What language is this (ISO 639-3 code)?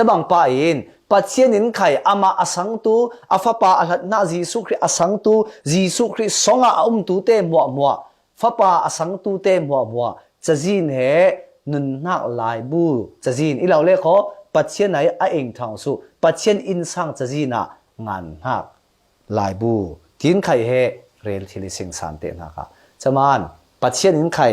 cfm